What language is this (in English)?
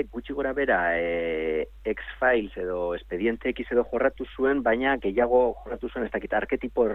Basque